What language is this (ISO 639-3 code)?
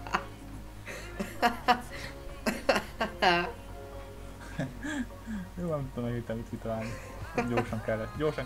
hun